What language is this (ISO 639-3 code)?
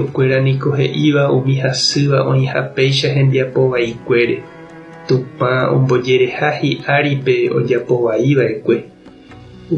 grn